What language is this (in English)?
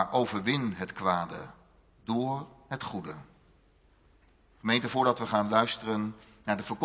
Dutch